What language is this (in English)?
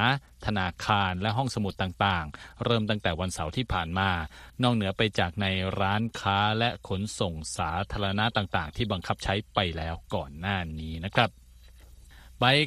Thai